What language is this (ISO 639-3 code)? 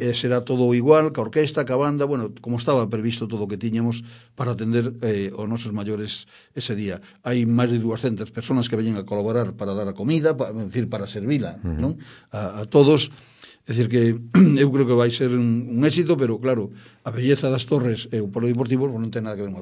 glg